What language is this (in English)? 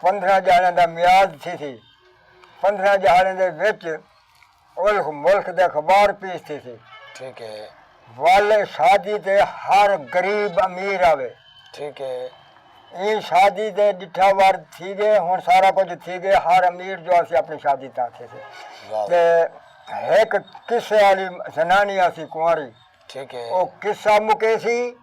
Saraiki